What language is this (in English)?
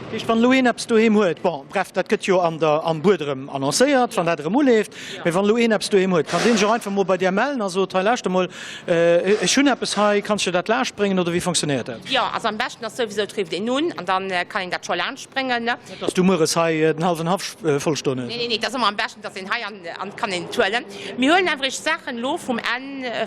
Luxembourgish